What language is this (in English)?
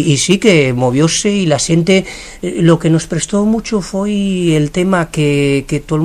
Asturian